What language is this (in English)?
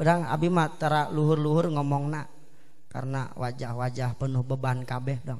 Sundanese